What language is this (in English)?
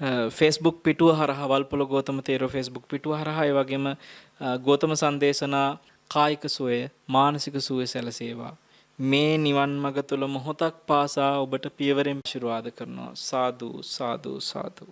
Sinhala